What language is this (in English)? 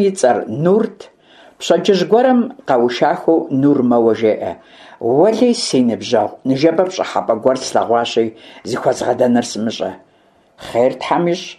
Kabardian